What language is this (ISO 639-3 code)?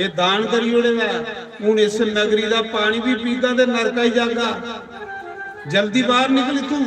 doi